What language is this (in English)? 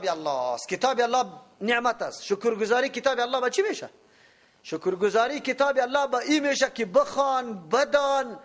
Persian